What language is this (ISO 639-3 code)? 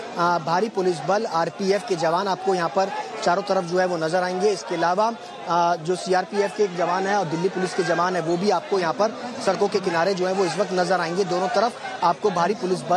hin